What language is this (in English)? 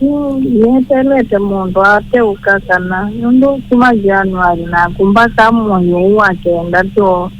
Kamba